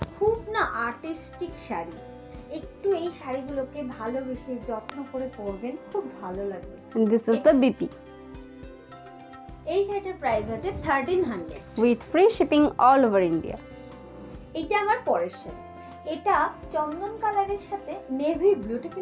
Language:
Bangla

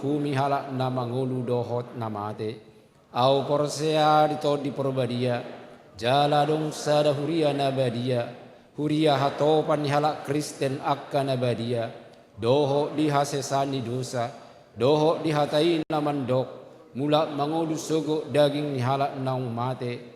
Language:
Batak Toba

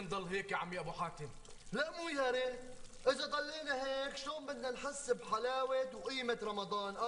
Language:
North Levantine Arabic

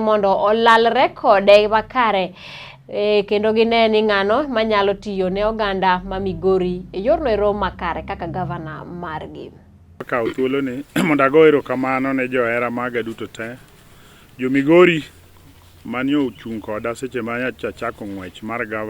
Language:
Luo (Kenya and Tanzania)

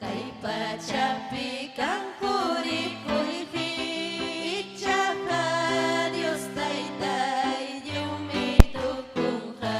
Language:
Ayacucho Quechua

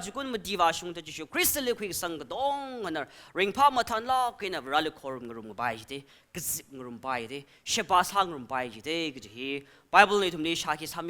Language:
Tangkhul Naga (India)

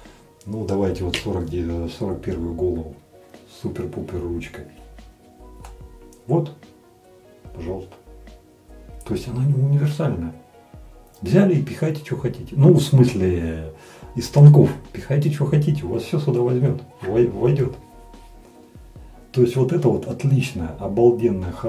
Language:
Russian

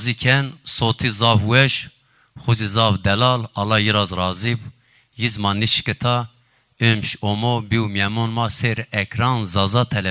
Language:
Zaza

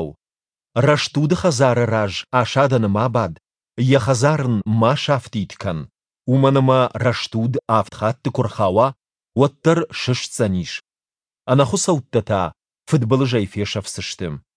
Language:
Ossetic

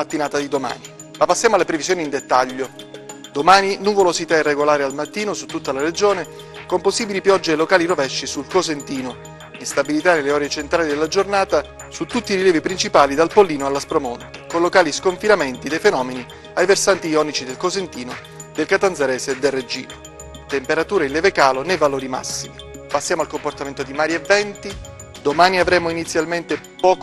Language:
Italian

